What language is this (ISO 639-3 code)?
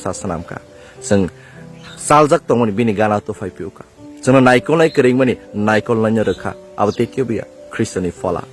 ria